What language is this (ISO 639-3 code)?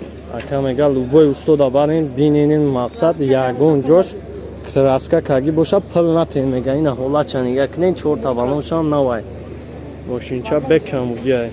tgk